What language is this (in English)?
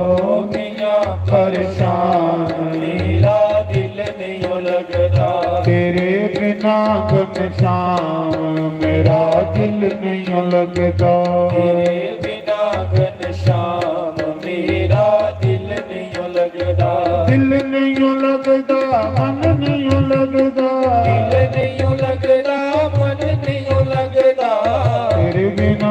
Dogri